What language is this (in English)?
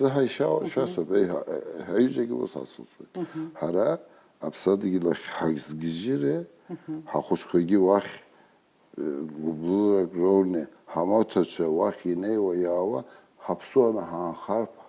Abkhazian